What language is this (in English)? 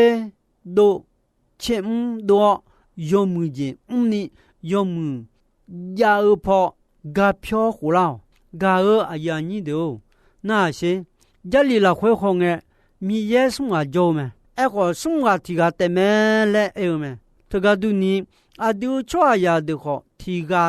Akha